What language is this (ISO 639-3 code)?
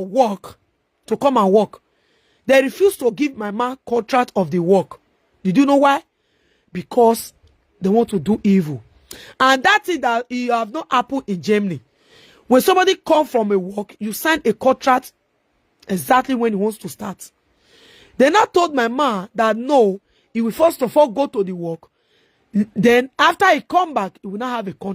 pcm